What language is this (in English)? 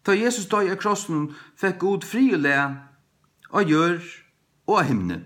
Faroese